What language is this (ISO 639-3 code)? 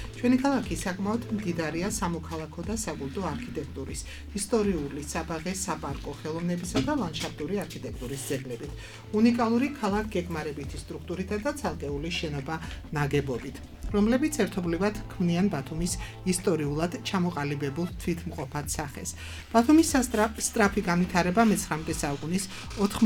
kat